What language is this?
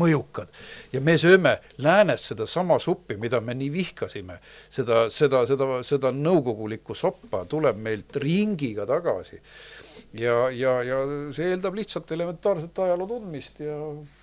Estonian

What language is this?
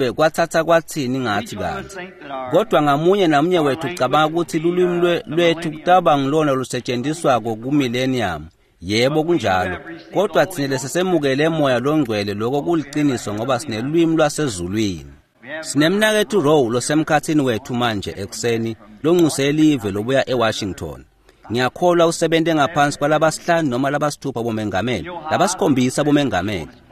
Swati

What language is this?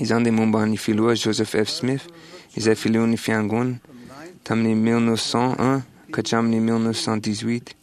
Malagasy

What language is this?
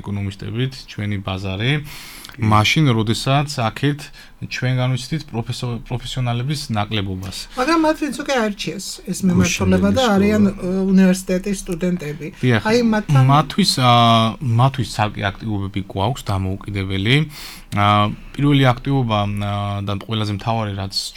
Georgian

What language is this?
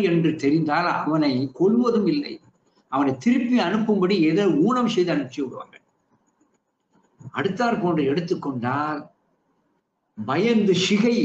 Tamil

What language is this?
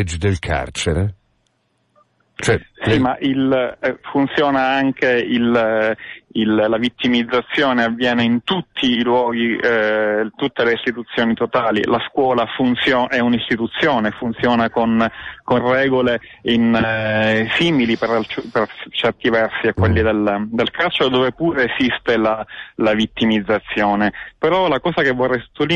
Italian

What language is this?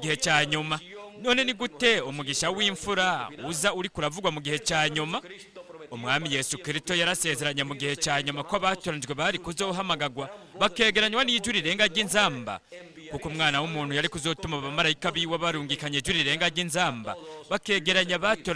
Rundi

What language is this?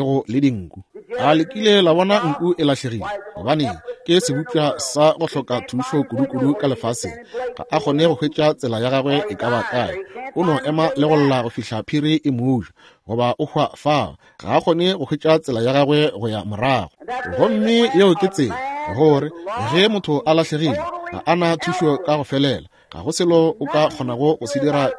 Northern Sotho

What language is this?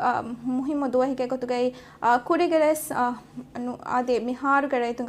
Divehi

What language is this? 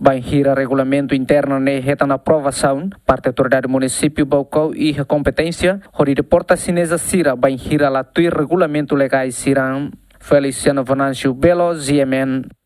Tetum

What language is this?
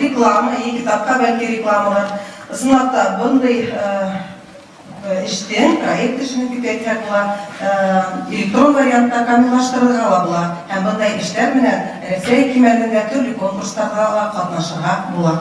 Bashkir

